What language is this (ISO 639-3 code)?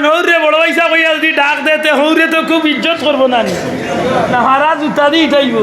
syl